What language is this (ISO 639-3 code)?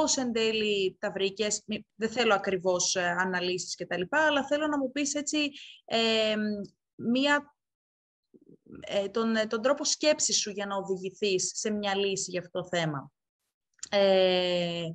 ell